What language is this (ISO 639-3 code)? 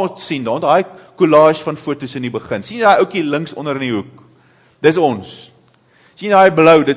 afr